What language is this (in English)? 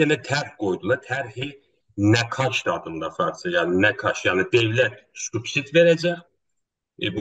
South Azerbaijani